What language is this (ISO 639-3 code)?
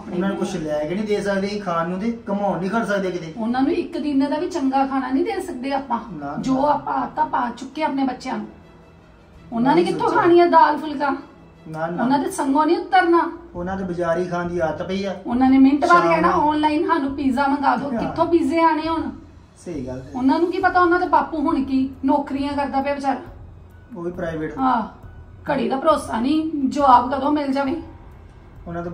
pan